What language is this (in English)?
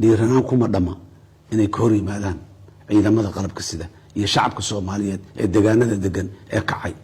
Somali